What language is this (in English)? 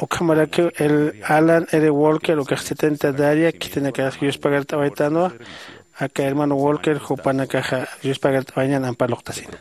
Aymara